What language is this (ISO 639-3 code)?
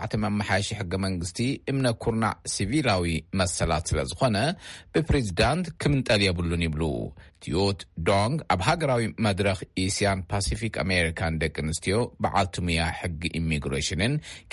tir